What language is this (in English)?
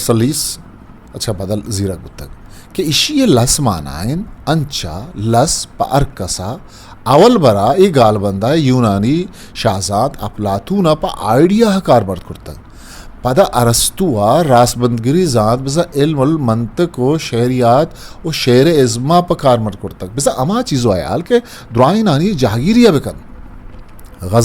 Eastern Balochi